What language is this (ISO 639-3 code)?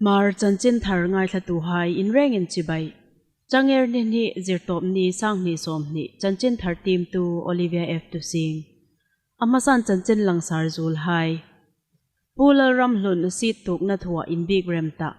hmr